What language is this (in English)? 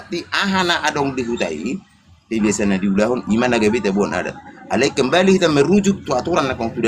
Batak Toba